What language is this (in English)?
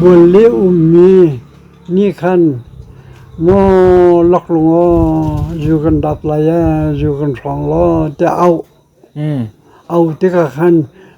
Hakha Chin